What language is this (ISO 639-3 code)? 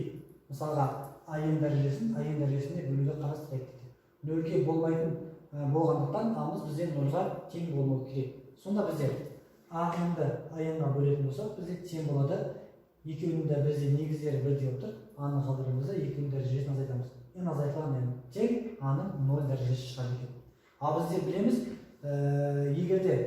kaz